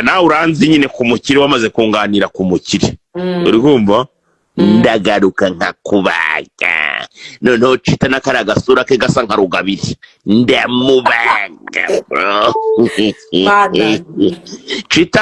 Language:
Kinyarwanda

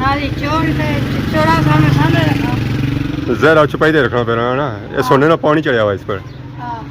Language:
Pahari-Potwari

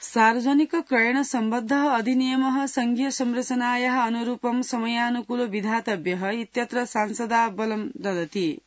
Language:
Sanskrit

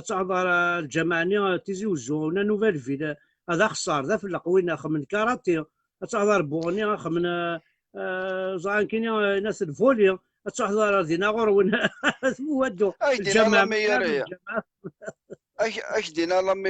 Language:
Kabyle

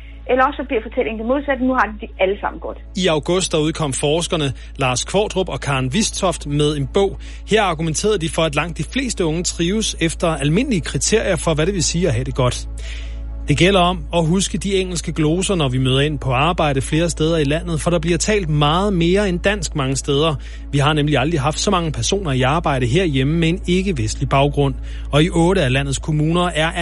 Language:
Danish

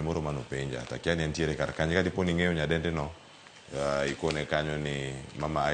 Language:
Luo (Kenya and Tanzania)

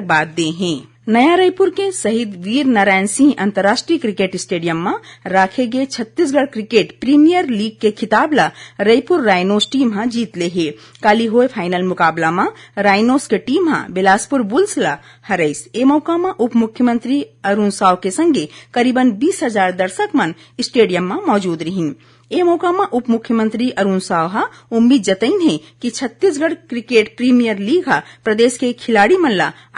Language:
Chhattisgarhi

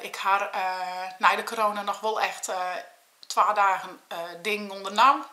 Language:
Western Frisian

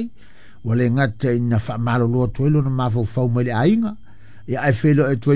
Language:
Samoan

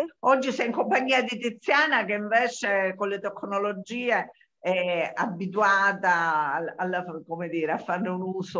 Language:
Italian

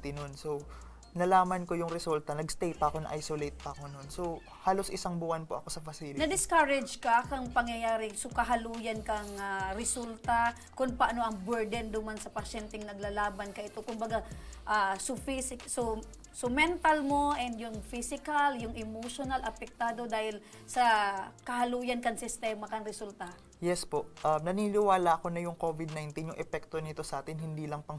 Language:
Bikol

